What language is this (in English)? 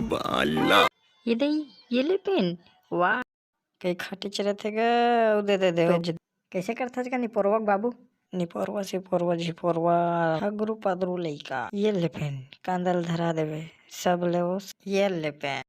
Chhattisgarhi